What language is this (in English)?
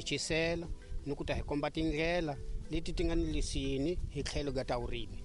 Tsonga